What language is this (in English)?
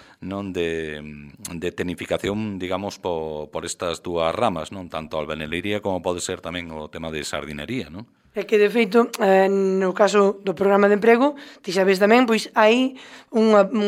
Galician